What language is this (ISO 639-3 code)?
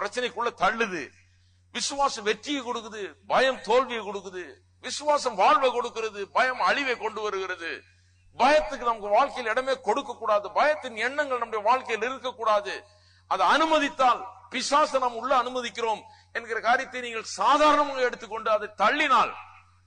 tam